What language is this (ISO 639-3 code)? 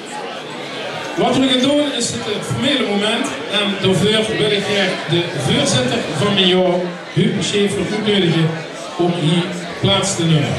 lim